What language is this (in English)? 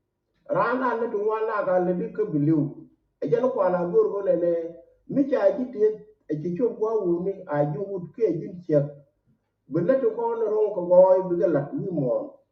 Nuer